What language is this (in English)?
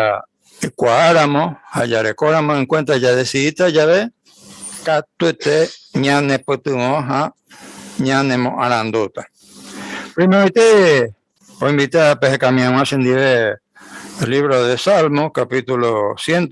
Guarani